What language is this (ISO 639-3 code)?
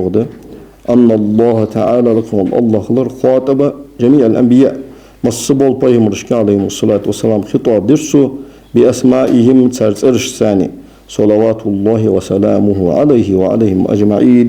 inh